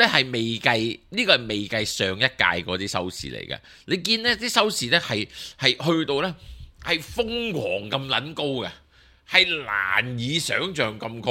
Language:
Cantonese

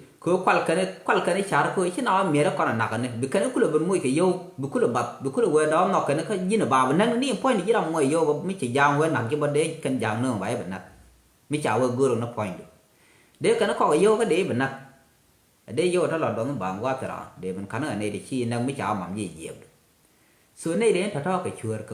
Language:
Nuer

